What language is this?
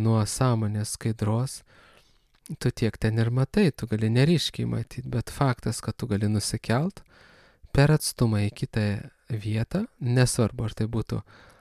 Lithuanian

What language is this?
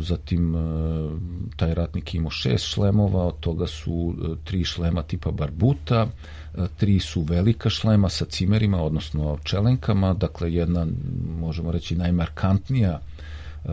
Serbian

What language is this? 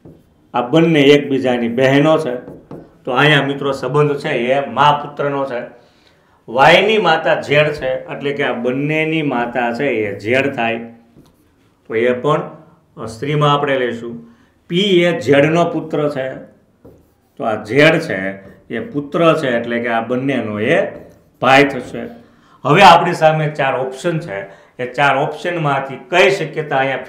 Gujarati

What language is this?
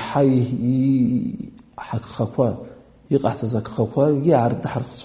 Abkhazian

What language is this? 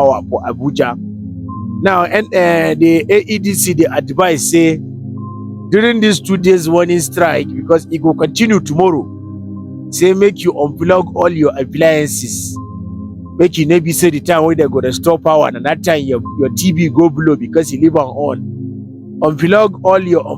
Nigerian Pidgin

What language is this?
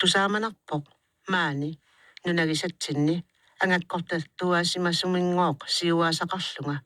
Kalaallisut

